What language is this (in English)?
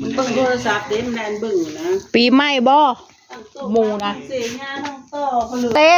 Northeastern Thai